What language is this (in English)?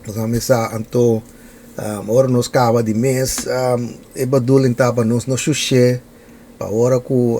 Papiamento